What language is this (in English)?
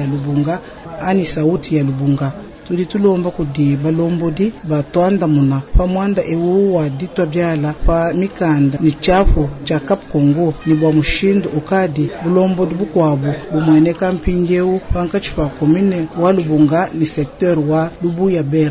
Luba-Lulua